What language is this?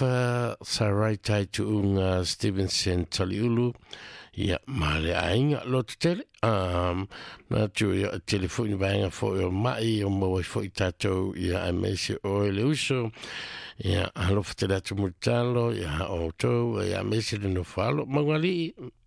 Samoan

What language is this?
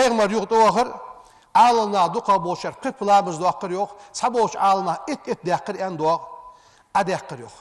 Ingush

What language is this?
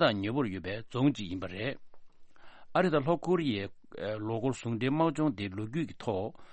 Tibetan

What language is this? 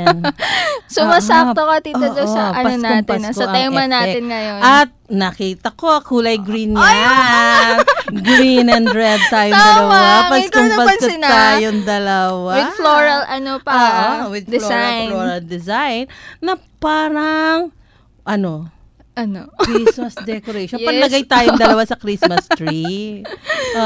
Filipino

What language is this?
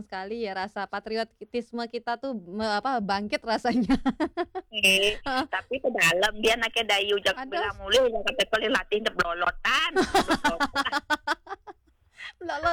Balinese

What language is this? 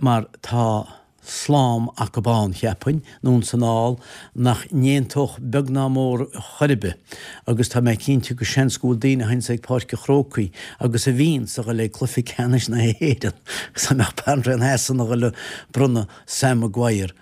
Irish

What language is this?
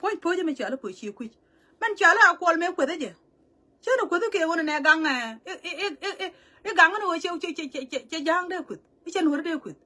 Nuer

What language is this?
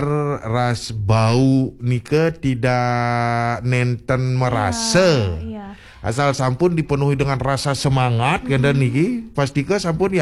Balinese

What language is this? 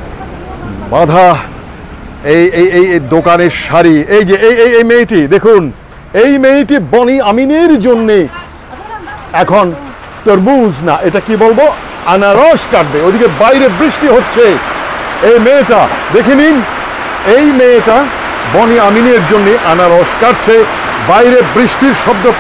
Bangla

